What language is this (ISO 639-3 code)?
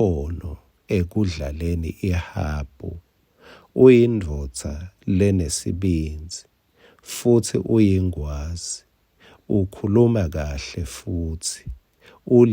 ssw